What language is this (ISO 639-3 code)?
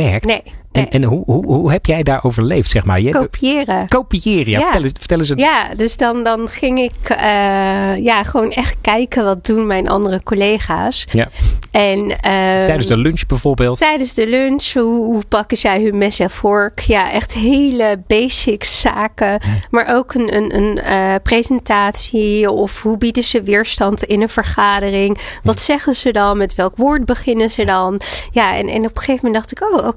nld